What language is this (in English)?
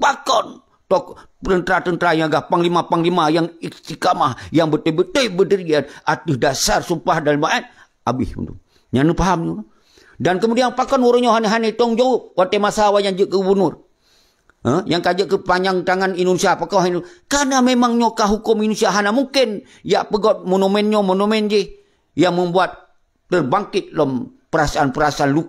Achinese